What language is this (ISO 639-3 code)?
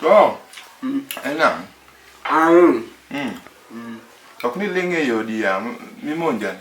luo